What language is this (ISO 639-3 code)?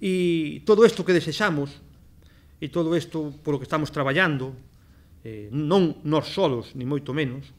glg